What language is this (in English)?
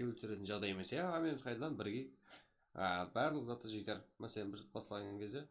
Kara-Kalpak